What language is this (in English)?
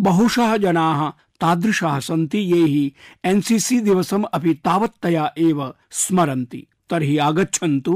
Sanskrit